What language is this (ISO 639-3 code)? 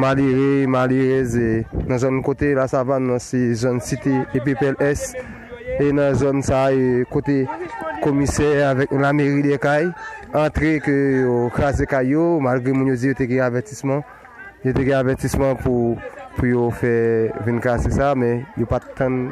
hat